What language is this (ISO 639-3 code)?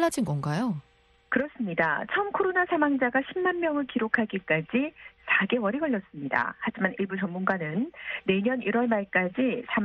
kor